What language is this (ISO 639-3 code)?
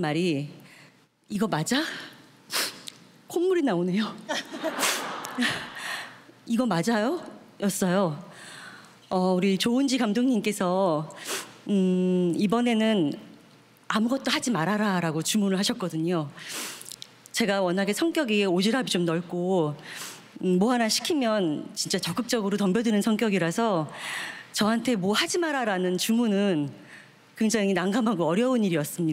kor